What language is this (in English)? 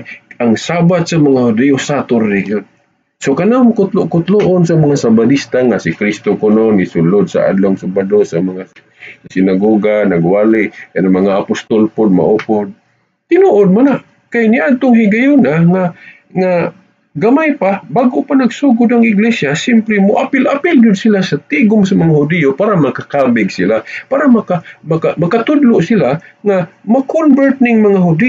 Cebuano